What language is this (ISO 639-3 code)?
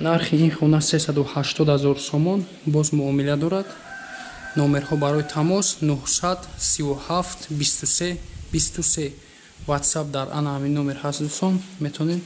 tgk